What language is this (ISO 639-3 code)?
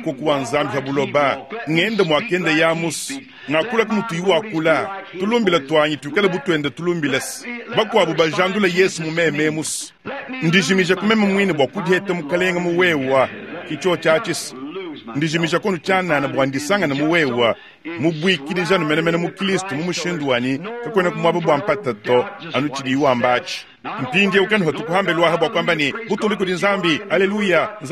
lua